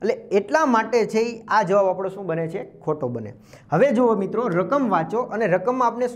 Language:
Gujarati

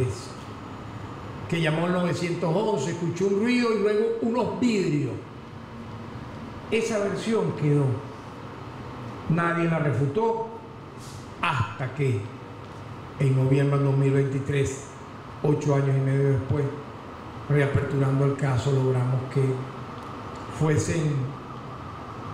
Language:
Spanish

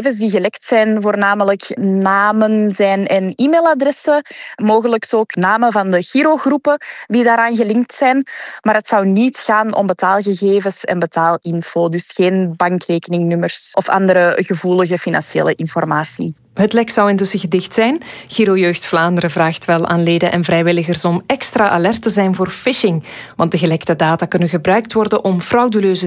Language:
Dutch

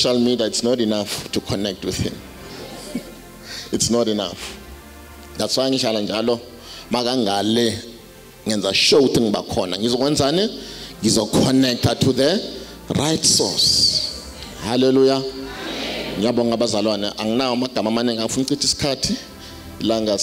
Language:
Zulu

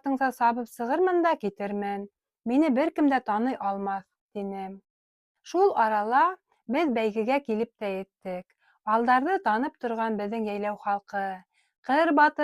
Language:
Bashkir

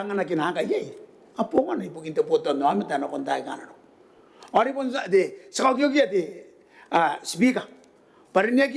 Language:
Gilbertese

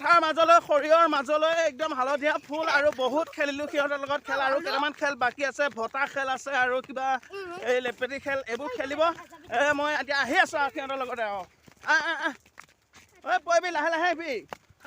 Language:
Assamese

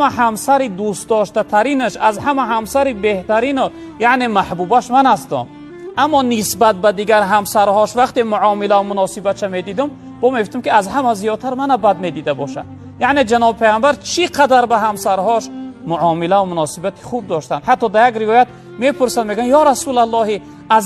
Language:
Tajik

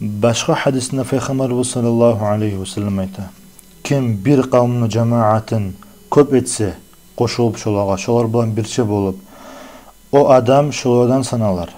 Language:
Kumyk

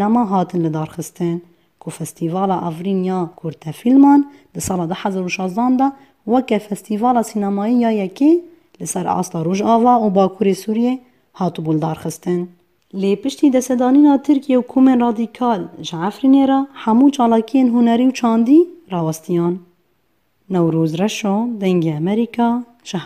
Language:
Kurdish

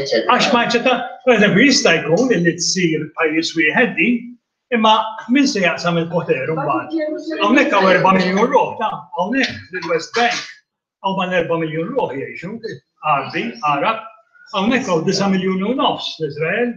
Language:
Maltese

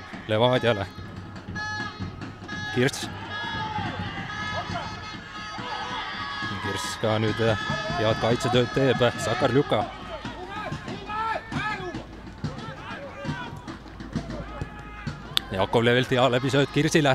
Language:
Estonian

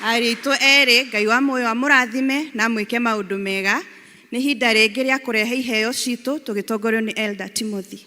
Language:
Kikuyu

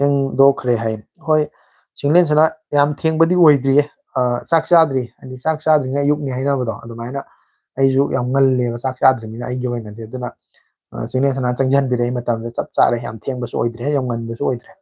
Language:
Manipuri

